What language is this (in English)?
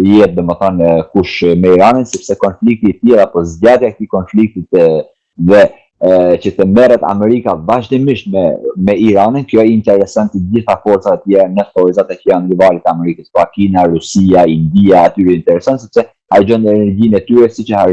Albanian